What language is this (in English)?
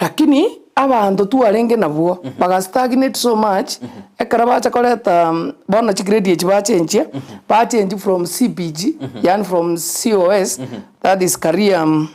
Gusii